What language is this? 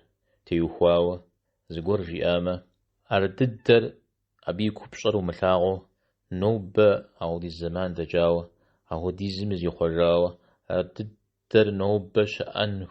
Kabardian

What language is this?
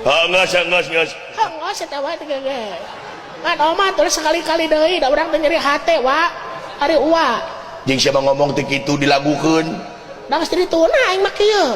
Sundanese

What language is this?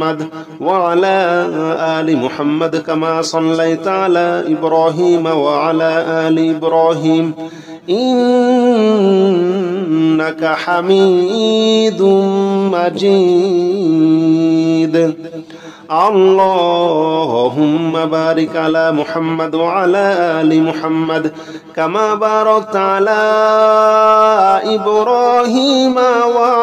Arabic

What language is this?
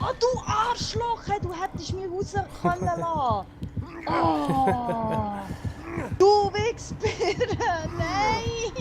Swiss German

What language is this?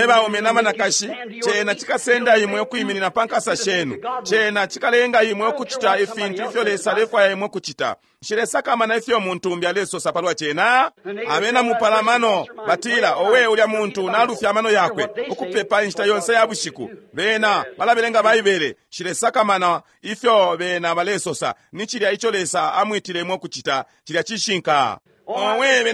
Bemba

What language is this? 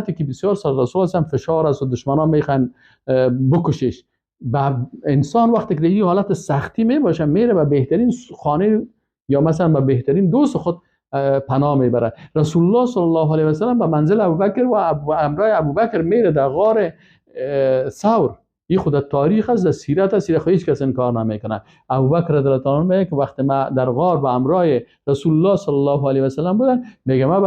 Persian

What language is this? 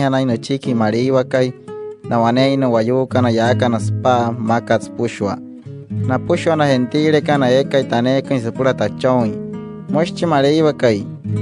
Wayuu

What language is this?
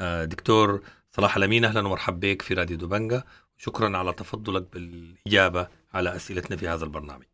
Sudanese Arabic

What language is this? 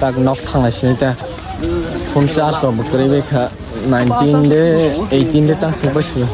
Kok Borok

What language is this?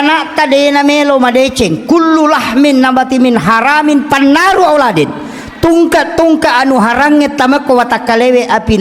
Buginese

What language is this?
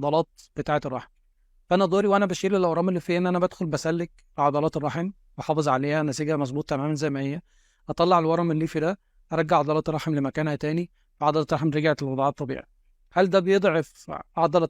Egyptian Arabic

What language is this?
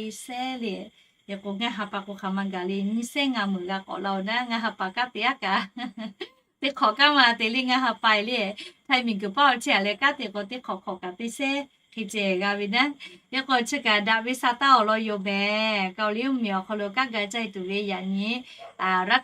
Lahu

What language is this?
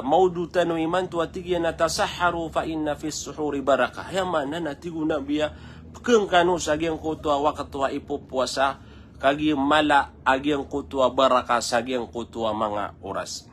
Maranao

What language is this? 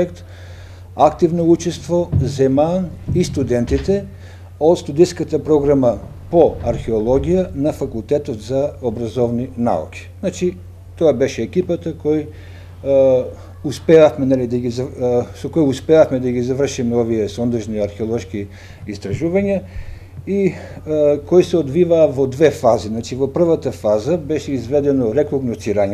Macedonian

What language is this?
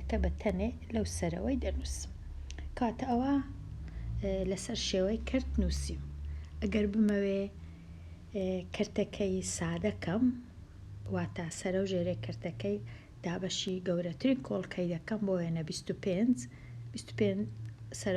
Central Kurdish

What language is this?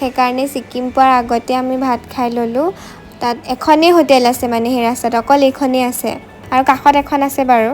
Assamese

